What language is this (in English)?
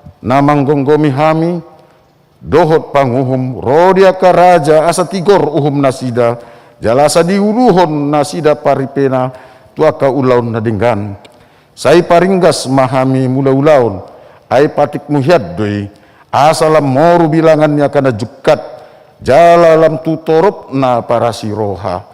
Batak Toba